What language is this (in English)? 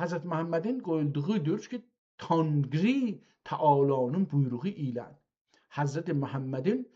South Azerbaijani